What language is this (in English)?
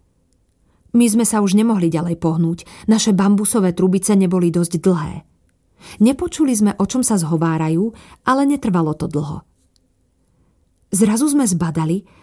Slovak